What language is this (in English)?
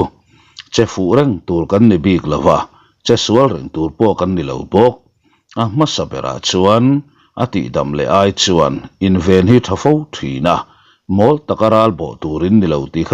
Mizo